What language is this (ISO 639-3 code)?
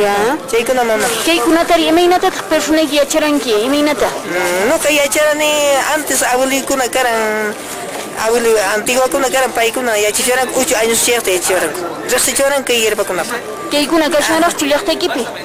que